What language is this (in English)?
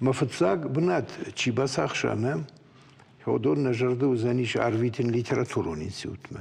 Ossetic